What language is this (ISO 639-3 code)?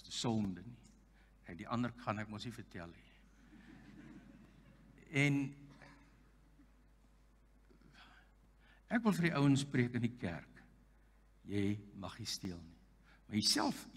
afr